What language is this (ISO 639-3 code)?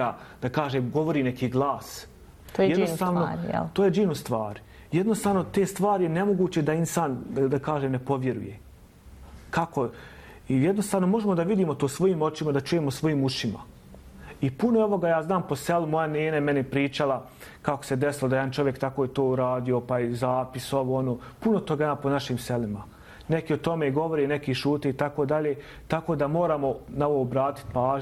bos